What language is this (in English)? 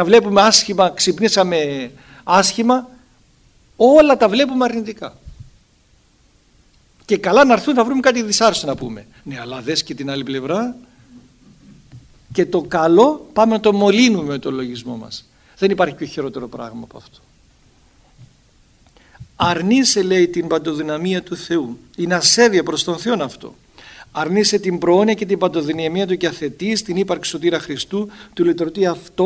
Greek